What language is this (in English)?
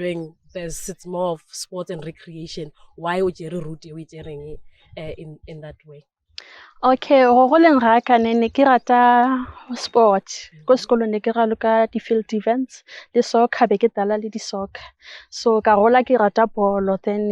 Northern Sotho